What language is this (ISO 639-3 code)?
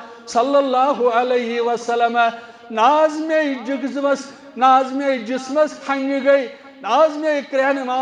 kas